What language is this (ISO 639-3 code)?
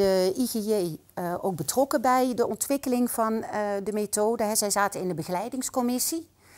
nld